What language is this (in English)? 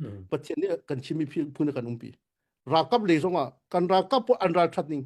Hakha Chin